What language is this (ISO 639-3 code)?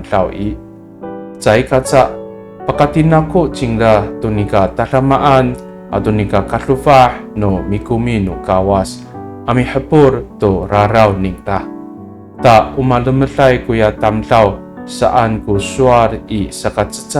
ami